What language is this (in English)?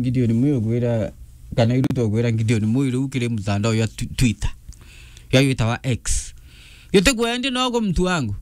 Meru